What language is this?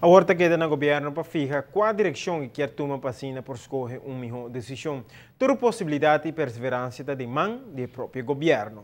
Papiamento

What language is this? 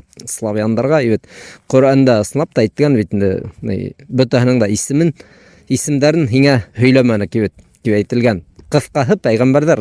Bashkir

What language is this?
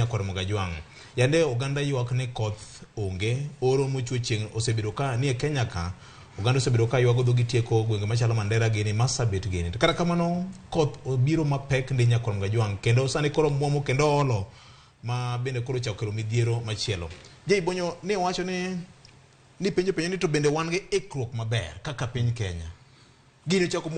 Luo (Kenya and Tanzania)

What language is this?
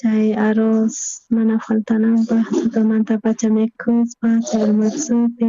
South Bolivian Quechua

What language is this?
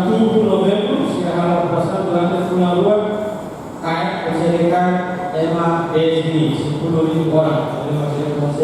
Tetum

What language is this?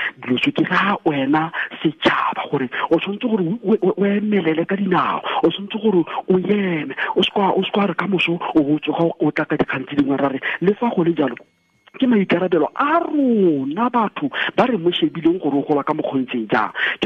Tswana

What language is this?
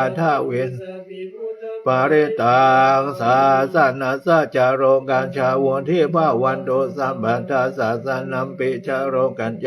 Pali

